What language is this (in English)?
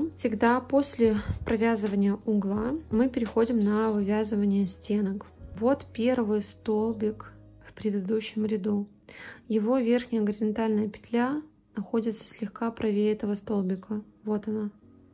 Russian